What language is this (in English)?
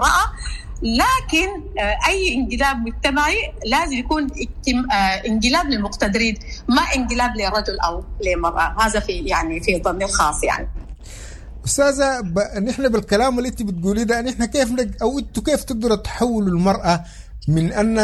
Sudanese Arabic